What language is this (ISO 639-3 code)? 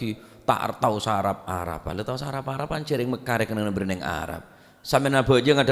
mad